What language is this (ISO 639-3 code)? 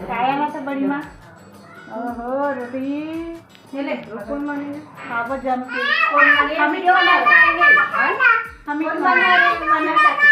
hne